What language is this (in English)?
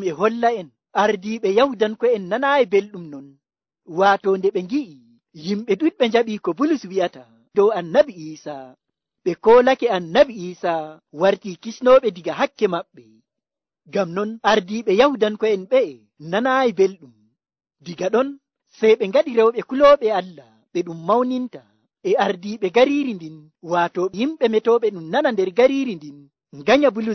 Nigerian Fulfulde